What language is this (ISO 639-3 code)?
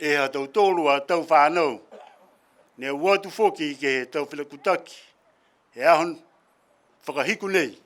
niu